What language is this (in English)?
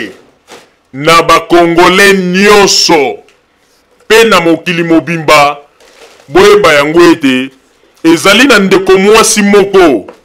Lingala